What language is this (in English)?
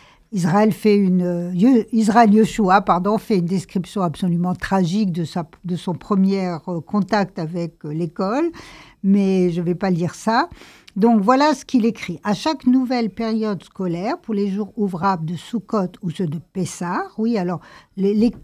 French